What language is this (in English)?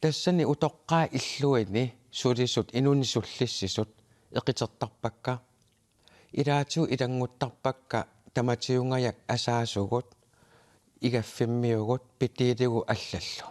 Kalaallisut